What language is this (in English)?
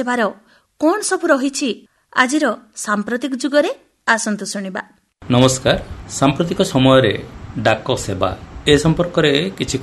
Odia